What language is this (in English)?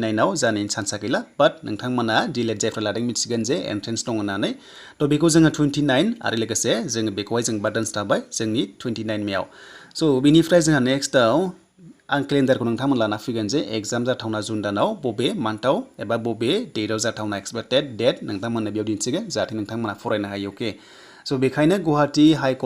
Bodo